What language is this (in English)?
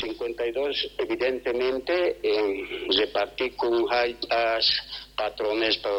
South Bolivian Quechua